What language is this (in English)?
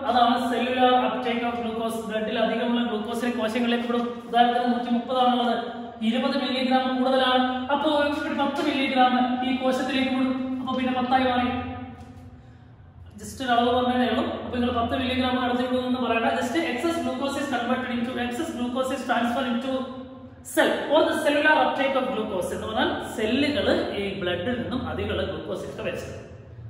Malayalam